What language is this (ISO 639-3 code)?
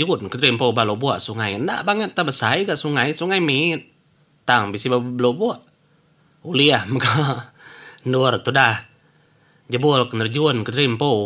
iba